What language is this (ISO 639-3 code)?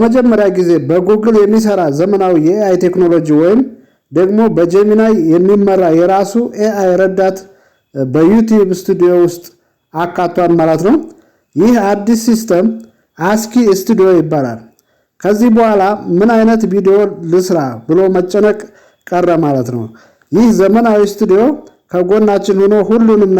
amh